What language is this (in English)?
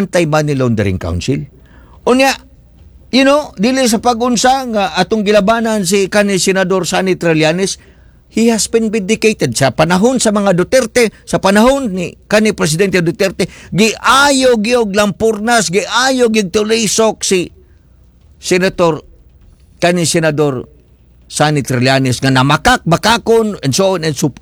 Cebuano